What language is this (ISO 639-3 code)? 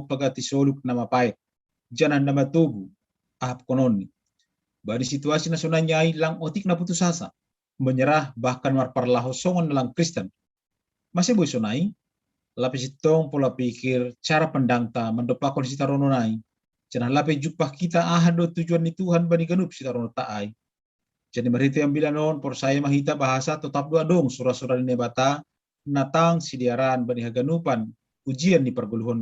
bts